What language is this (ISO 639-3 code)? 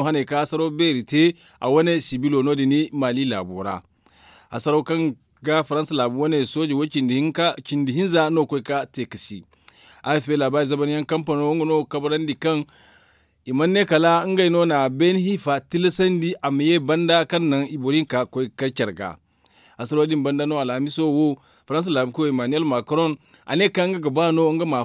dje